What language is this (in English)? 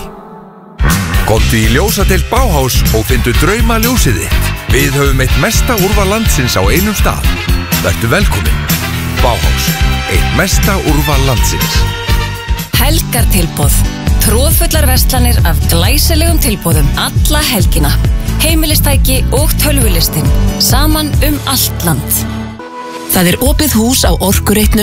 Icelandic